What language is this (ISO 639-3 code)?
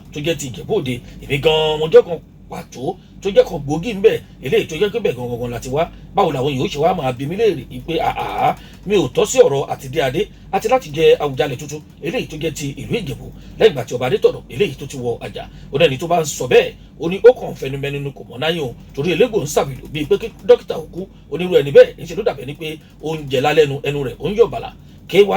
yor